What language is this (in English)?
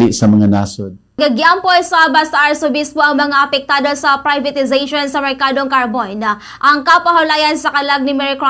Cebuano